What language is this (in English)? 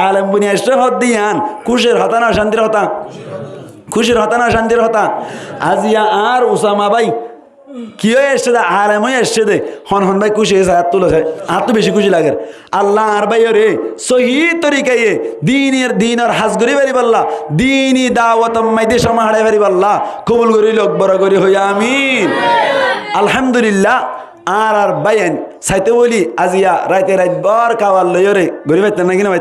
Rohingya